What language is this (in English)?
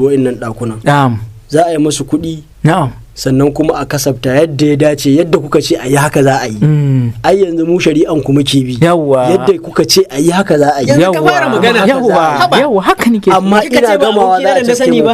Hausa